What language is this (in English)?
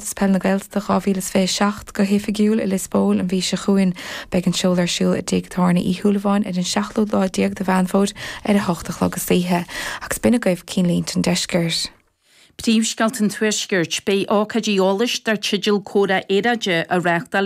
Irish